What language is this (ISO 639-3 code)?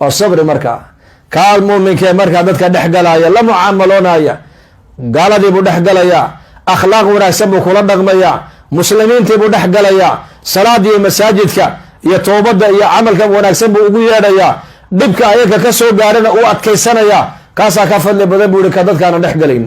som